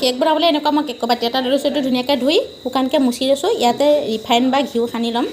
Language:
Assamese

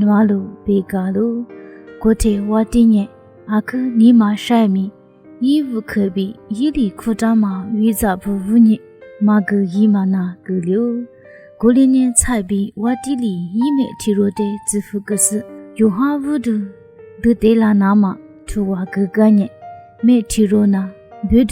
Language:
Lisu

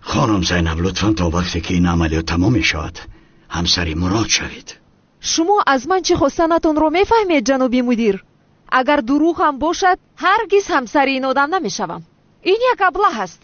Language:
Tajik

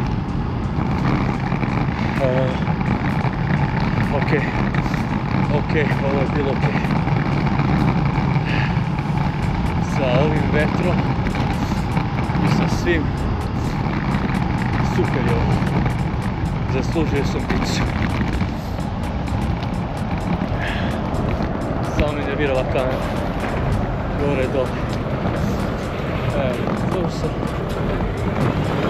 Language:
Serbian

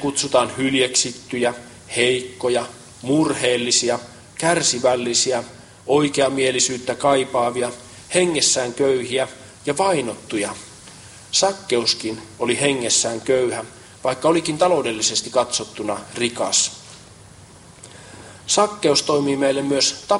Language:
Finnish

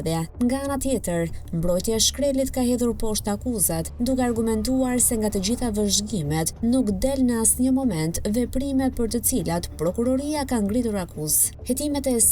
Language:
Albanian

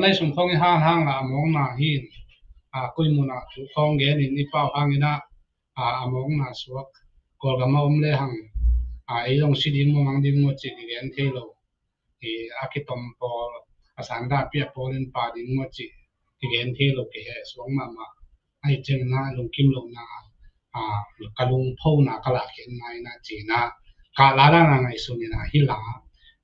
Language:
Tedim Chin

